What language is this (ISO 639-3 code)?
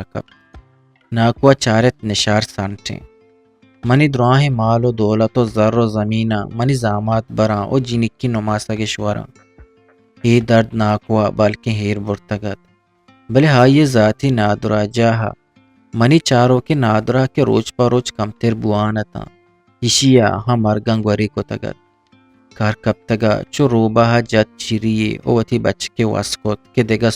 bgp